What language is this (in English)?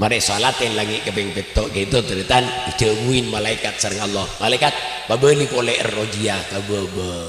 Madurese